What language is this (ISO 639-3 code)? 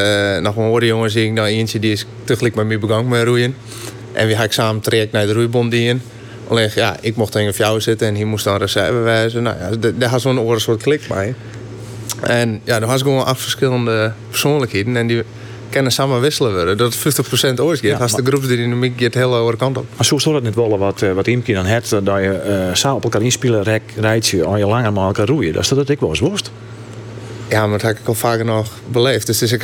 fry